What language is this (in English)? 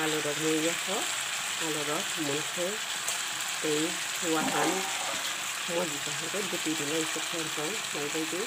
Kok Borok